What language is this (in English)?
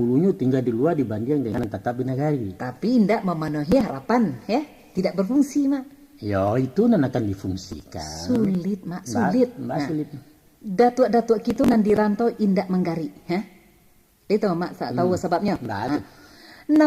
Minangkabau